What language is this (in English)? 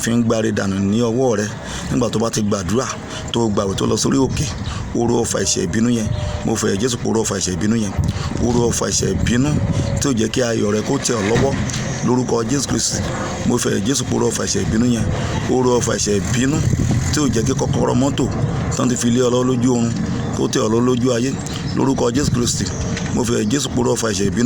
Yoruba